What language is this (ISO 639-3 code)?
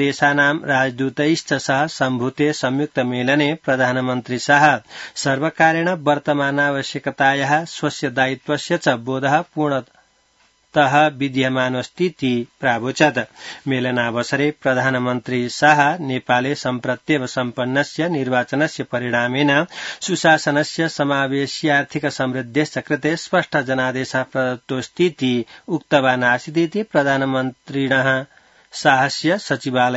san